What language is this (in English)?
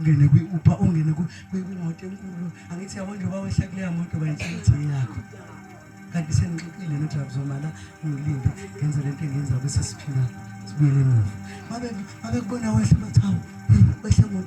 Zulu